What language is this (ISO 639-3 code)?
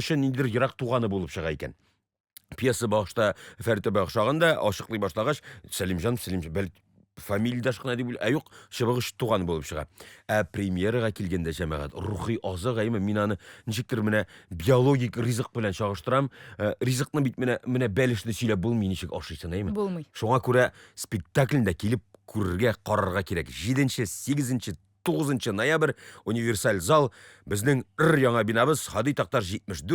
tat